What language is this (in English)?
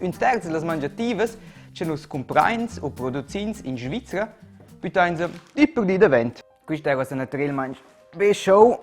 Romansh